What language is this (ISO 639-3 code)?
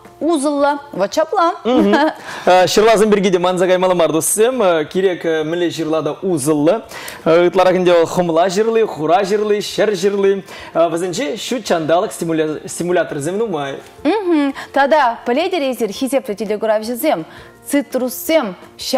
chv